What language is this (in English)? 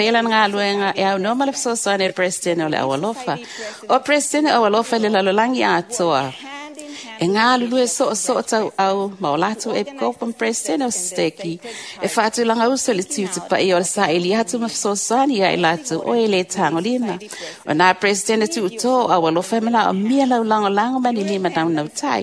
Samoan